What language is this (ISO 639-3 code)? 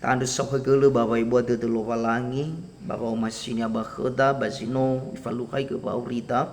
nia